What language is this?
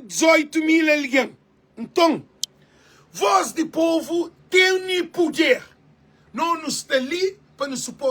Kabuverdianu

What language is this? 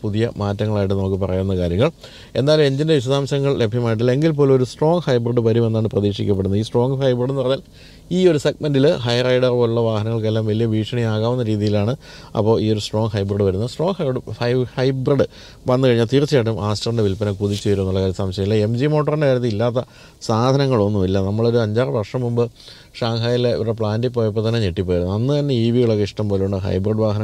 Malayalam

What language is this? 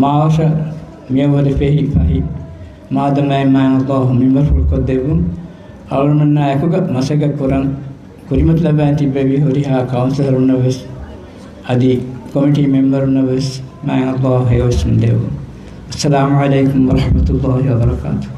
Divehi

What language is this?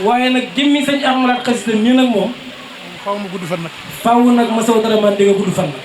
Wolof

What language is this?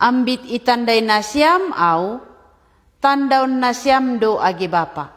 Batak Simalungun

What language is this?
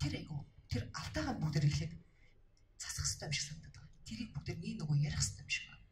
Mongolian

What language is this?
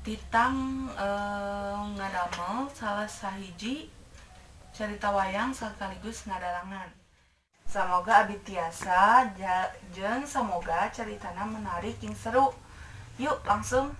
Sundanese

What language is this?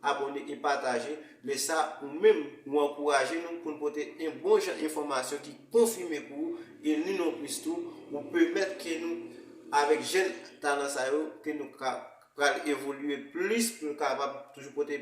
Haitian Creole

